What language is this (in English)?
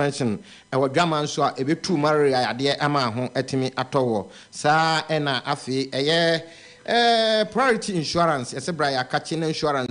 Akan